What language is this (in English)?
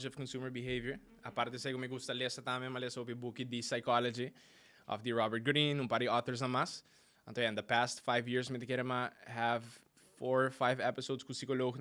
Papiamento